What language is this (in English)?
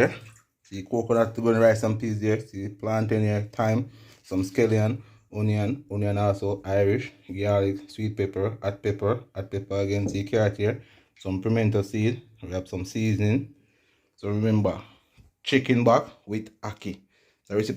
Jamaican Creole English